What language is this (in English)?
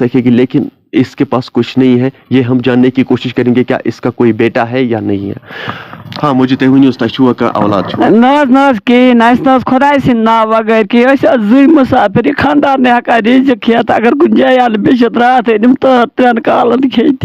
Kashmiri